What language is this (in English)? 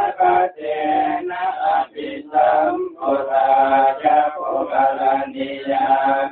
Pali